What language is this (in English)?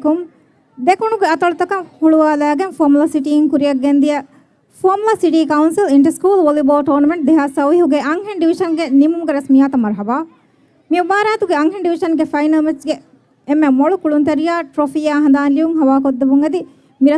Divehi